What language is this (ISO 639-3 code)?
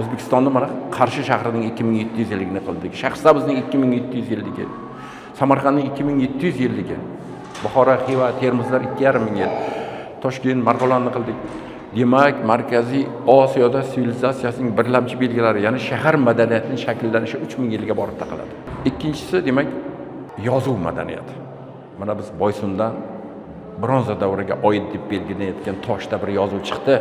uzb